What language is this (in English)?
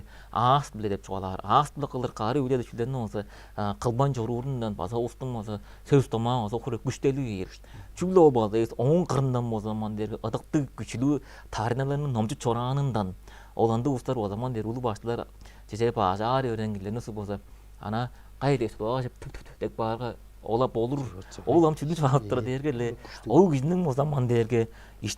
Tuvinian